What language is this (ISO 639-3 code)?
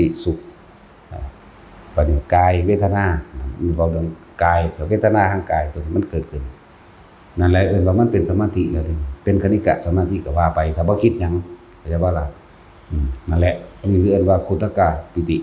tts